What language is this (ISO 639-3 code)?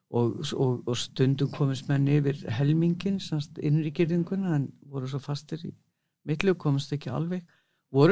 isl